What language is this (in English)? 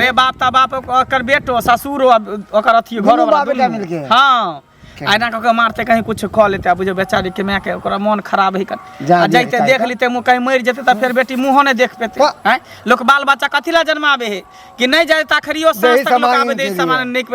Maithili